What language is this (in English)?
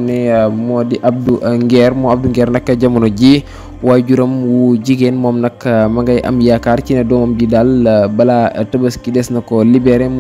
Wolof